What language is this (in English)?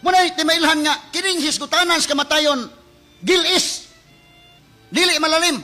Cebuano